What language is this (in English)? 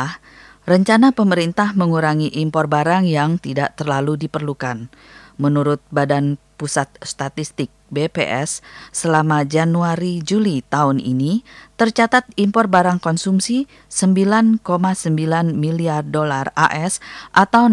Indonesian